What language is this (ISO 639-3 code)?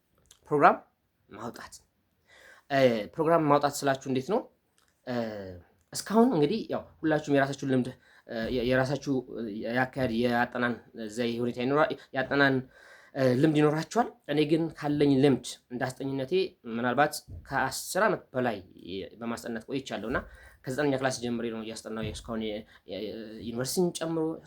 amh